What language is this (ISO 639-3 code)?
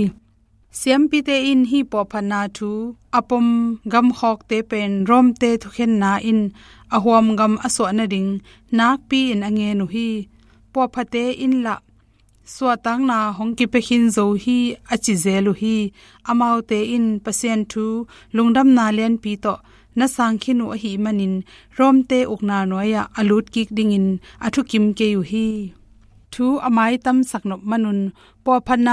ctd